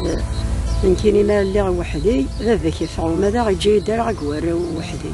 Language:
Kabyle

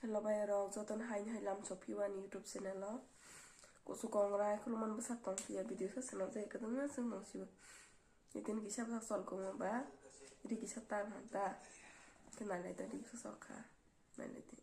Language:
Kok Borok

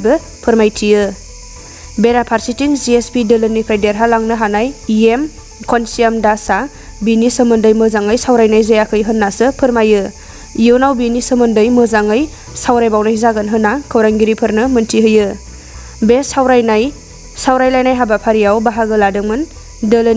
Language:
Bodo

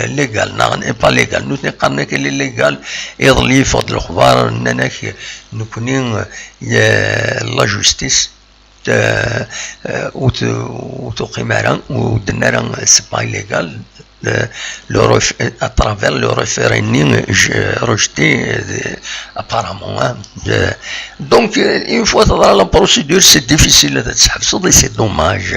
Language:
Kabyle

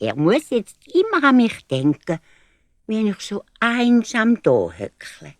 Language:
Swiss German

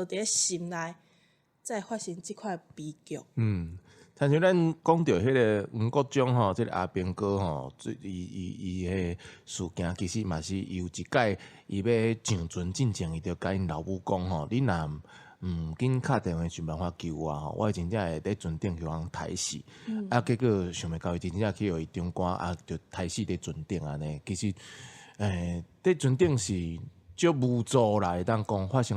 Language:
Min Nan Chinese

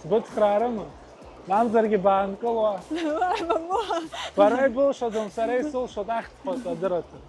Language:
Abkhazian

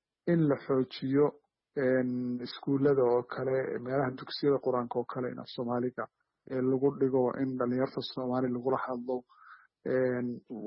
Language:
Somali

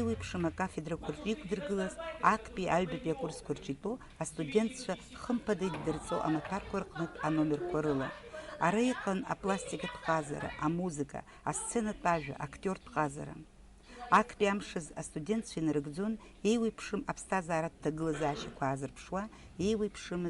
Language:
Abkhazian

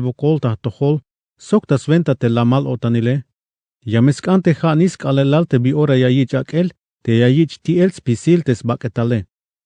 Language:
Tzeltal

